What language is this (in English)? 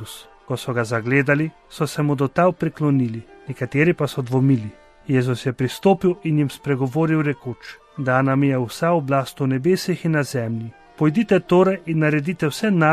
Slovenian